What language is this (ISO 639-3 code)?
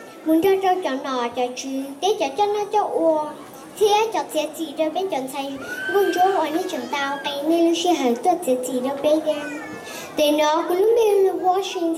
hmn